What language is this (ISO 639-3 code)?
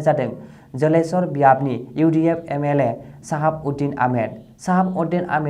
brx